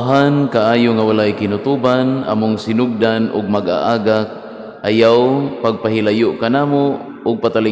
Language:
Cebuano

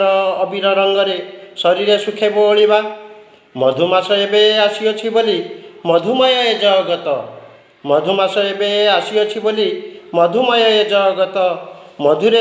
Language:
Odia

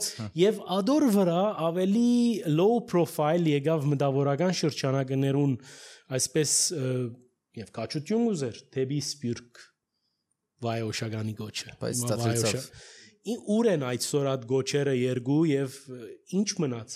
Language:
Armenian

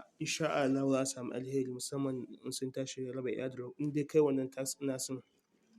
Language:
Hausa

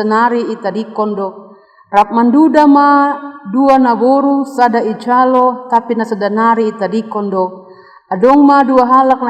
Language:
Batak Simalungun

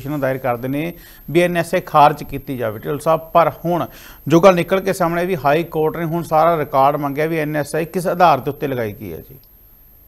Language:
Punjabi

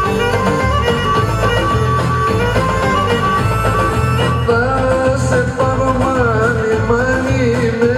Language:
Greek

